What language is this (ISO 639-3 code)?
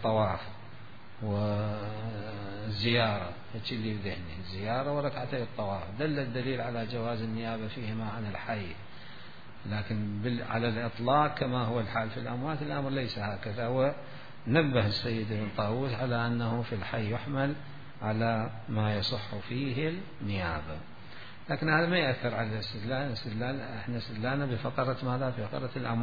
acm